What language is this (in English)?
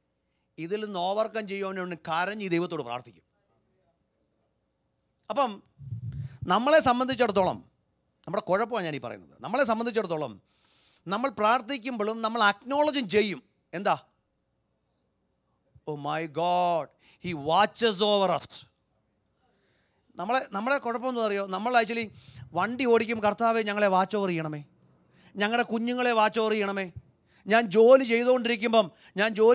Malayalam